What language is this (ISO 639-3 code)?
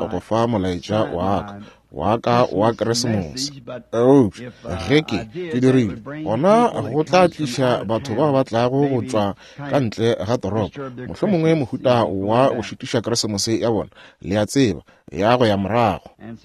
nso